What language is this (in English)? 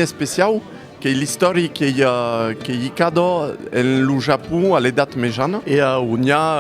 Occitan